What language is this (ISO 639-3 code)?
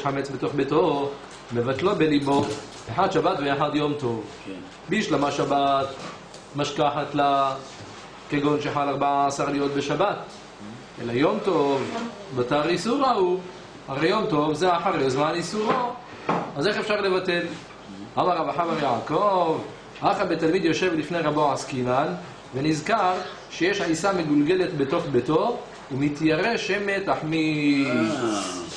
heb